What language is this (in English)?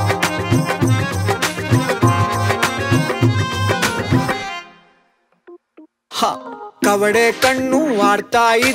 Kannada